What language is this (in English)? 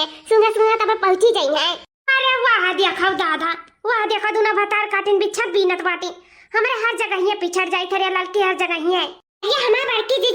Awadhi